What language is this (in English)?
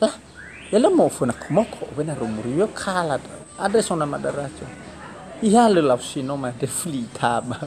Nias